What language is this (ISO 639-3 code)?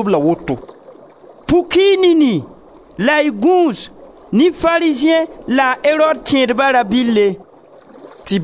mos